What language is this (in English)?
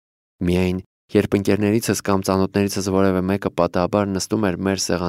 Armenian